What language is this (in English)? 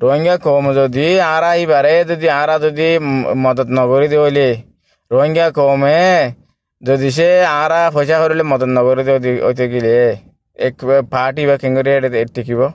Rohingya